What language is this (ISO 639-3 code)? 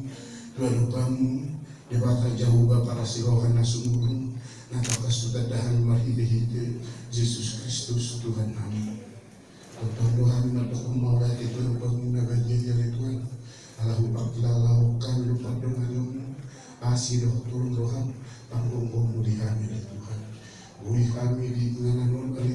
bbc